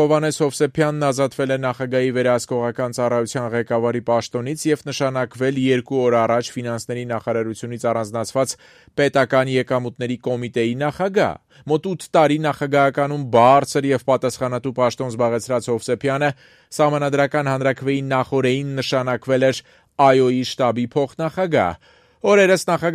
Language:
Armenian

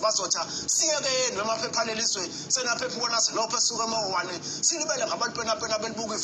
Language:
Zulu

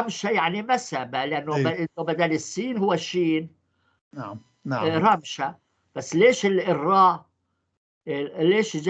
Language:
North Levantine Arabic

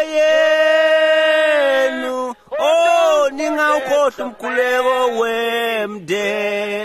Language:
Swati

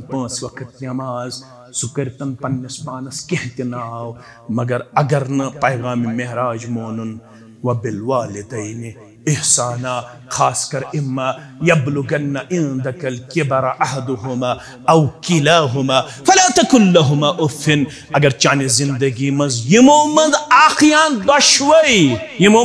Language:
Kashmiri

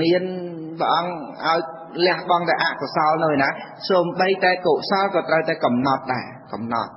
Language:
Khmer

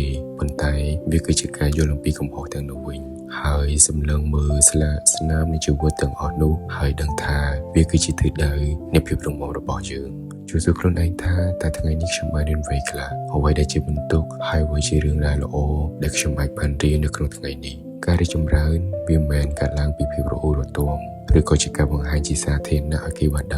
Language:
Khmer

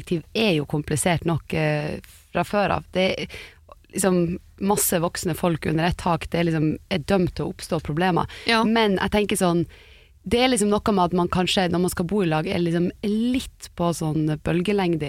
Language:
Norwegian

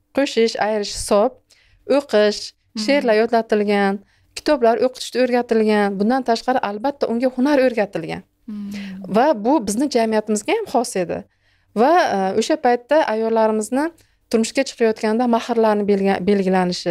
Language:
Uzbek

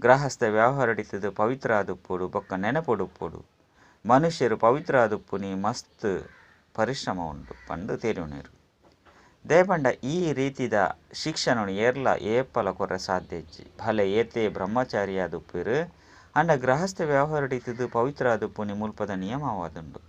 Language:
Tulu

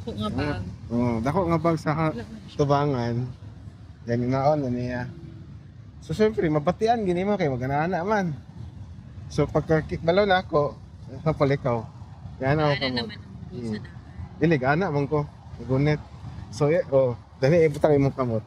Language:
Cebuano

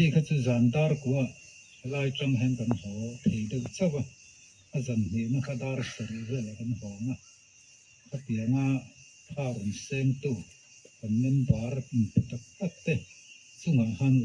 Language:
Mizo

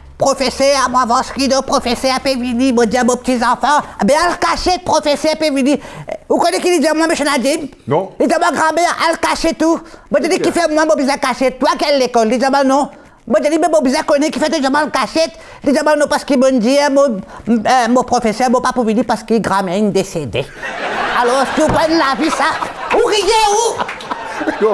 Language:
Morisyen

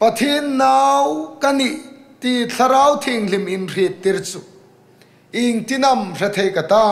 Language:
Hmar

